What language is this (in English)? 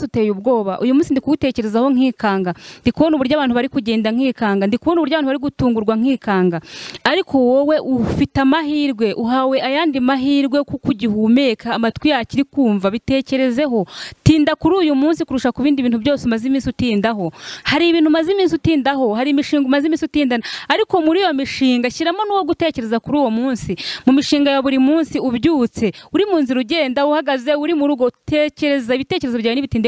Kinyarwanda